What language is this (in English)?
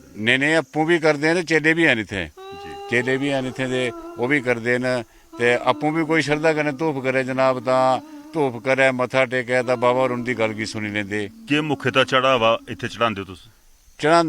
Dogri